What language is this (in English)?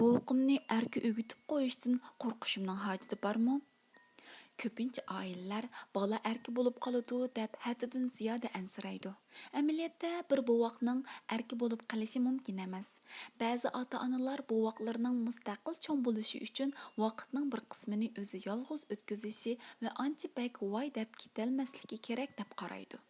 Uyghur